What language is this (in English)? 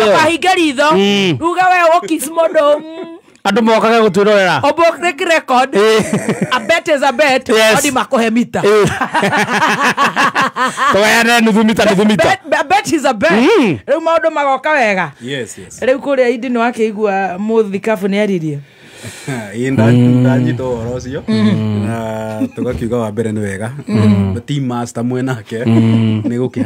Kikuyu